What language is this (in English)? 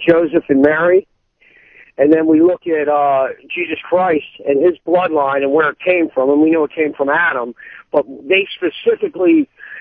English